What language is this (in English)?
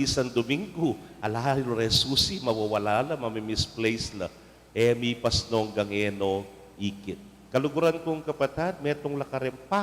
Pampanga